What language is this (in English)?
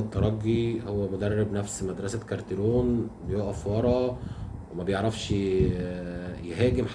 Egyptian Arabic